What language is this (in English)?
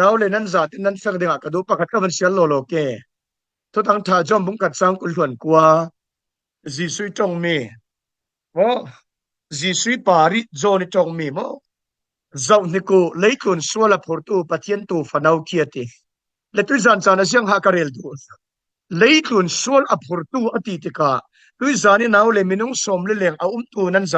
Falam Chin